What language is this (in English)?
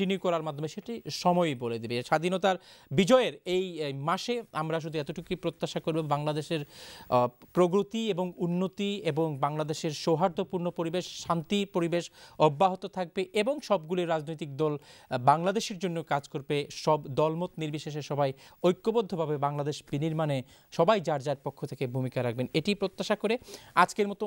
Bangla